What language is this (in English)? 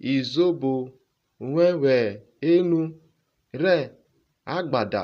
Urhobo